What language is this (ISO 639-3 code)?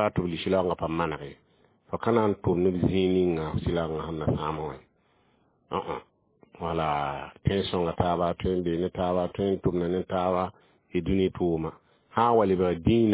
mos